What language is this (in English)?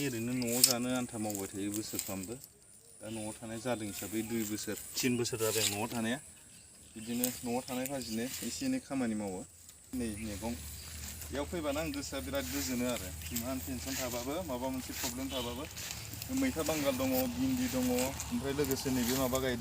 Bodo